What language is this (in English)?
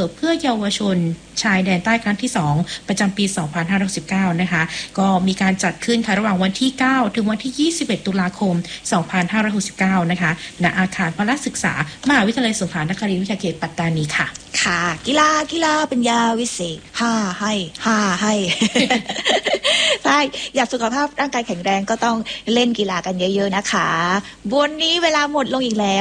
Thai